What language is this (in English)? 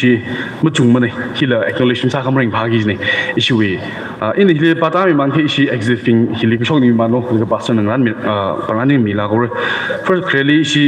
Tangkhul Naga (India)